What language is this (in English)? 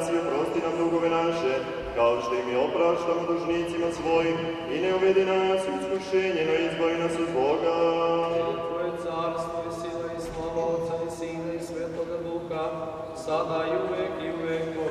Serbian